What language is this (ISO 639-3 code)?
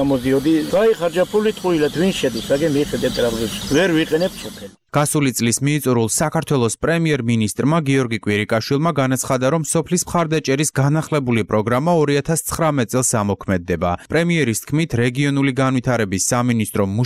kat